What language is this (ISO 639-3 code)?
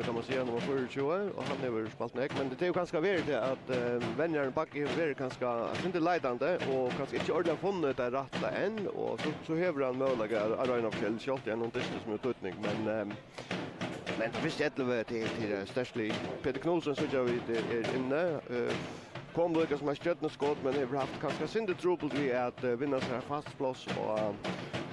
fao